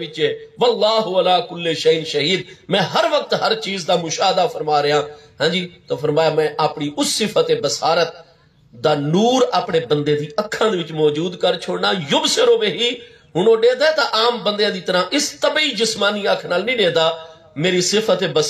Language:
Saraiki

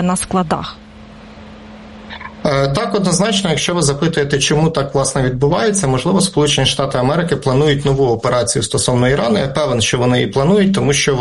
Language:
Ukrainian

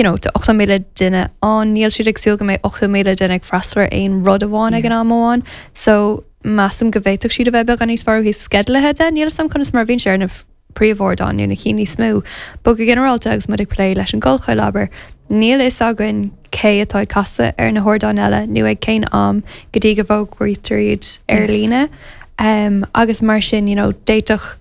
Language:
Irish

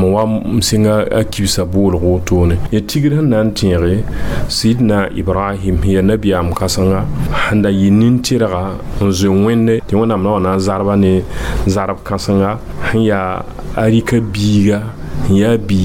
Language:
Mossi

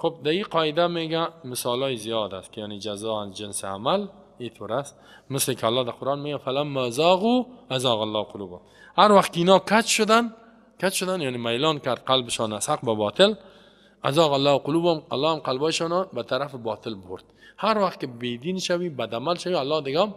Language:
Persian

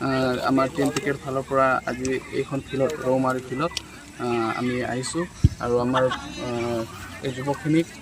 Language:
Assamese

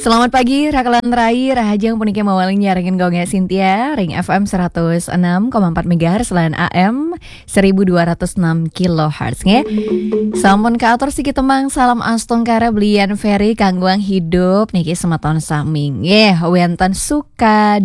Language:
Balinese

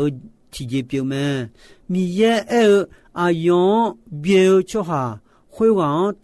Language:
Akha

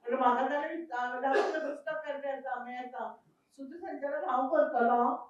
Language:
Konkani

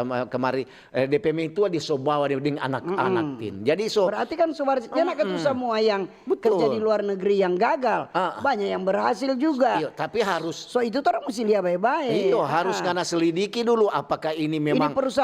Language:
Manado Malay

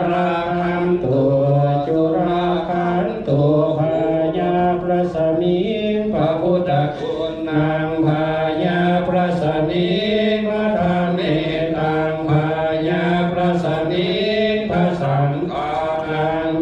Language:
Lao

